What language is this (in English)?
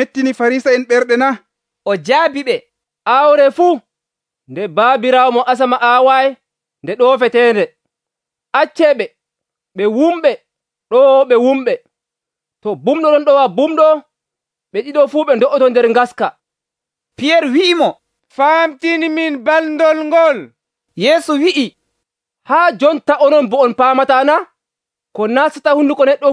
Nigerian Fulfulde